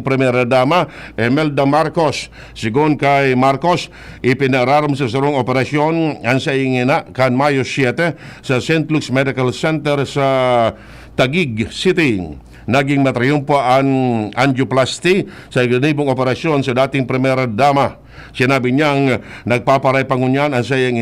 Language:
Bikol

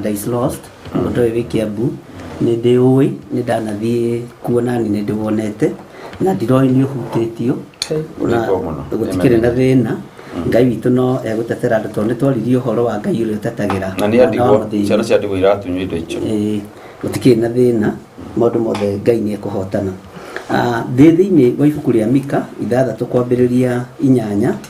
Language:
Kikuyu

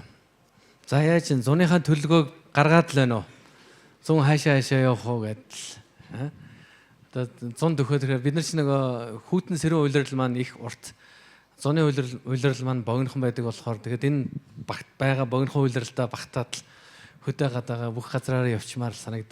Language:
Mongolian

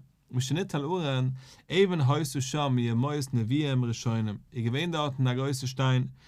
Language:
Yiddish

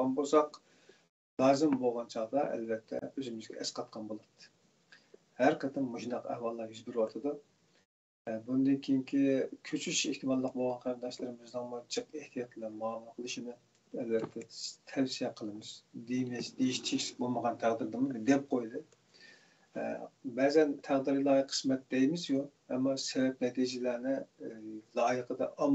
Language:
Uyghur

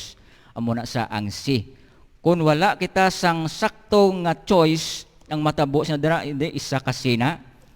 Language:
Hiligaynon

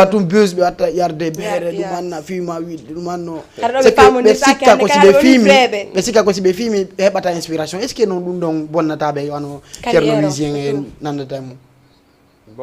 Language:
Fula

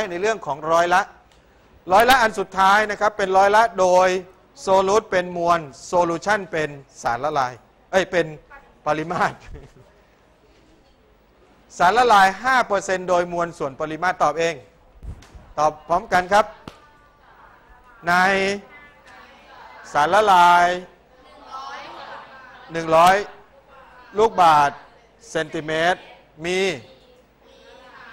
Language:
Thai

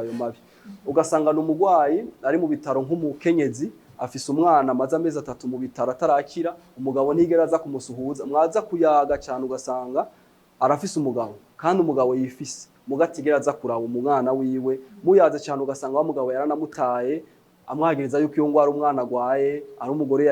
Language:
Rundi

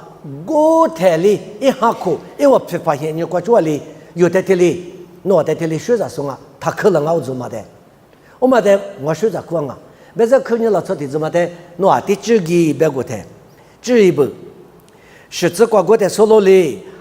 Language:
Lisu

